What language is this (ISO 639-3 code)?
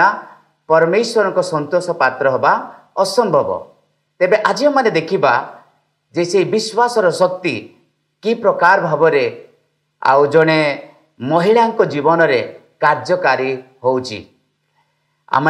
ori